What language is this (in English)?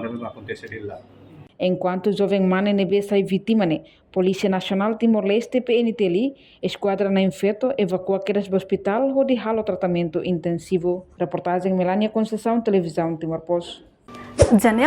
Tetum